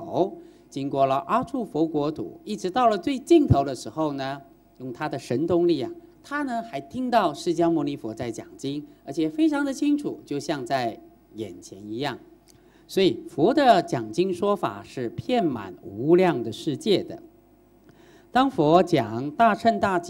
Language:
Chinese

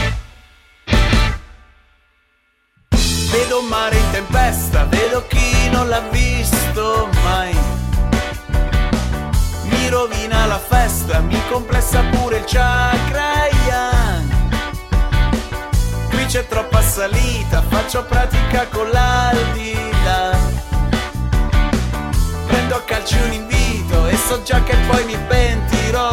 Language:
Italian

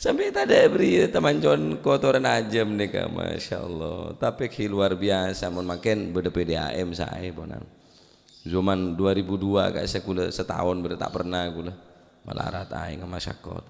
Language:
Madurese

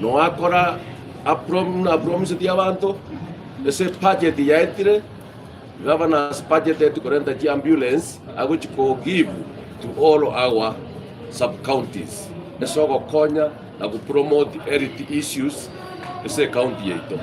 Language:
Gusii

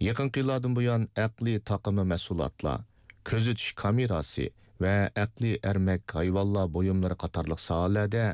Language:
Uyghur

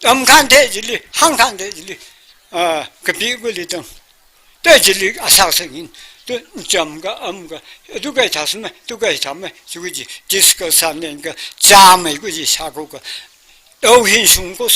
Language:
Tangkhul Naga (India)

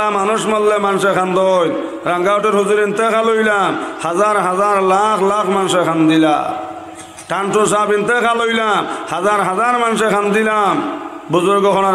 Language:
Sylheti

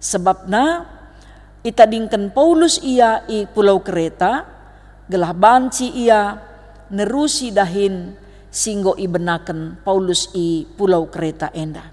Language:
Batak Karo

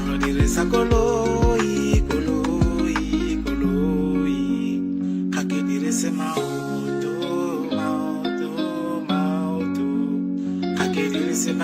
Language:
Tswana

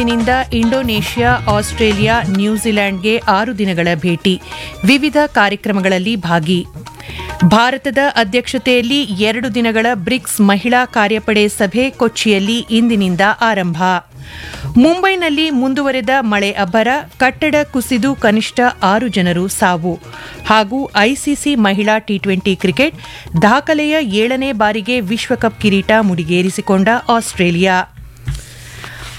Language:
Kannada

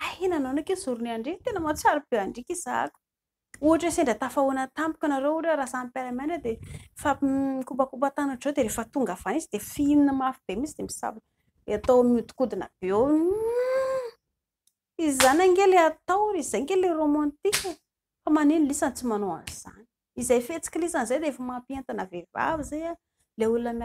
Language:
Malagasy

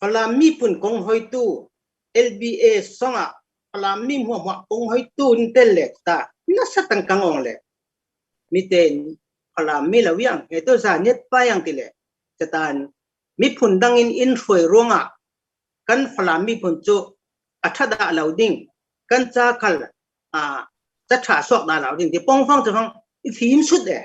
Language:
Falam Chin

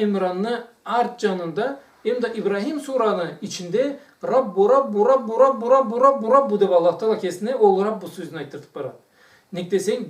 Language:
Karachay-Balkar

